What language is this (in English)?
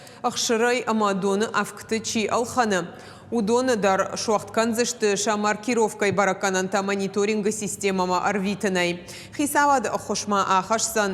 Ossetic